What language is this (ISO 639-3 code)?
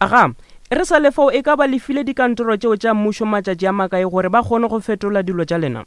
nso